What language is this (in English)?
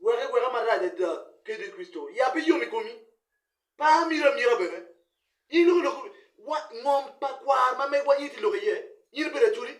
Acoli